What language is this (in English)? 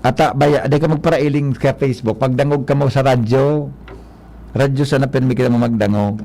Bikol